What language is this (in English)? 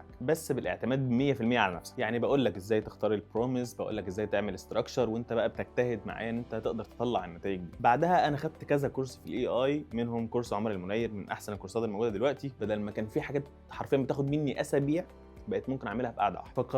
Egyptian Arabic